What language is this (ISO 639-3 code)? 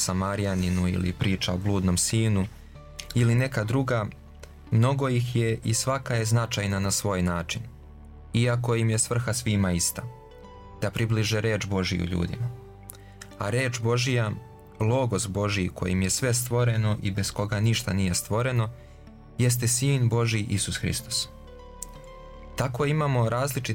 srp